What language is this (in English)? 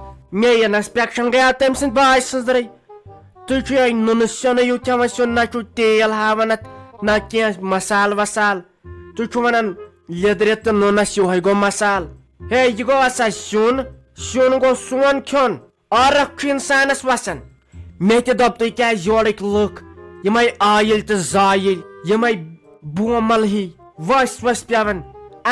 Kashmiri